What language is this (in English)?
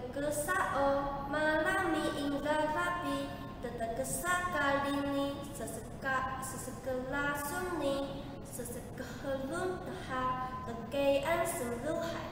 Taroko